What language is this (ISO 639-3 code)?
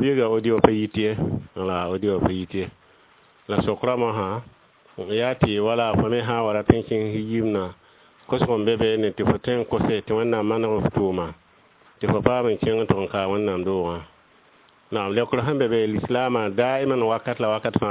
mos